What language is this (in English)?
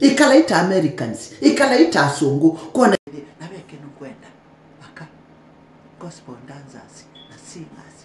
Kamba